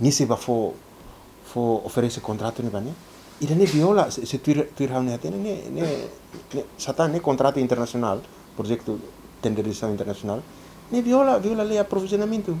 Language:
Tetum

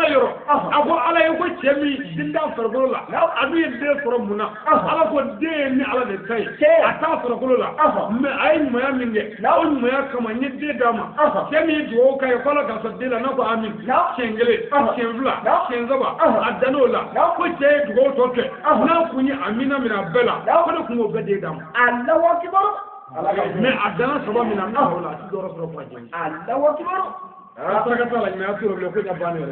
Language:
Bambara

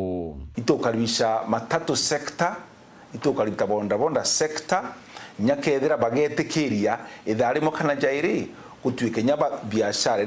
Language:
Meru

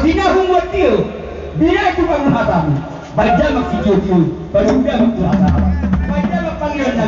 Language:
Batak Toba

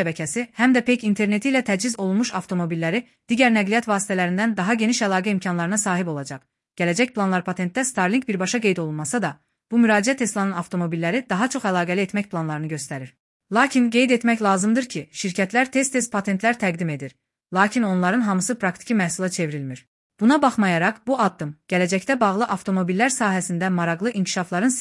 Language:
Azerbaijani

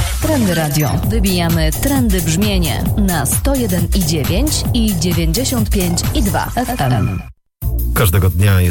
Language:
Polish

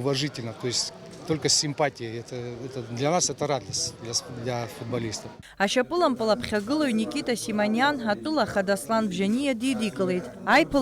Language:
Abkhazian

